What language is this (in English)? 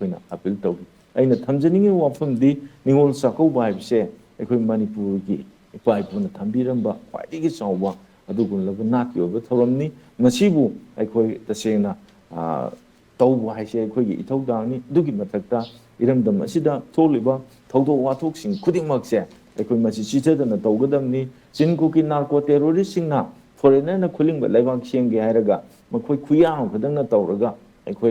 Manipuri